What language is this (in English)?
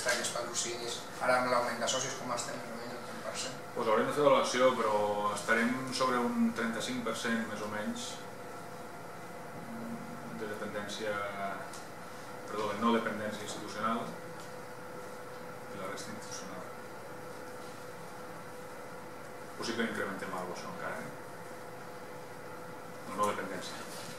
Catalan